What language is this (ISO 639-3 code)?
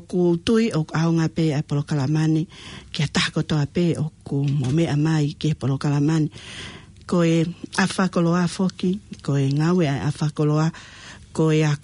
ton